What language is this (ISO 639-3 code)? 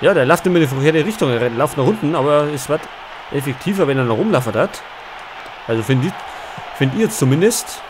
bar